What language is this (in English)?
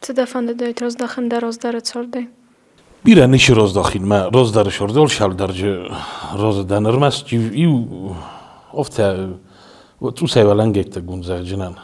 Ossetic